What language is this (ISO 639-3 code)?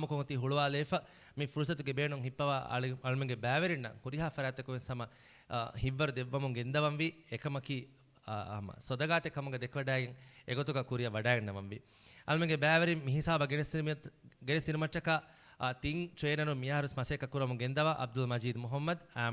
div